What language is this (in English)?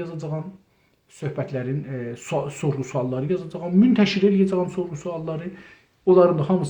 South Azerbaijani